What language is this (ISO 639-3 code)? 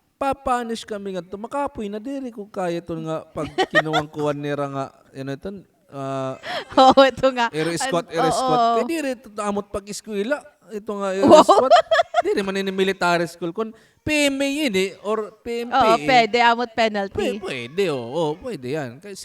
war